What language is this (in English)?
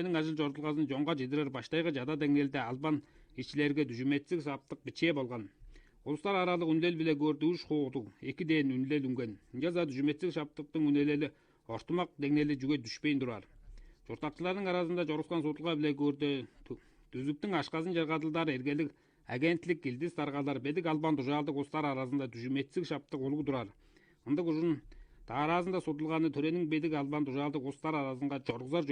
Tuvinian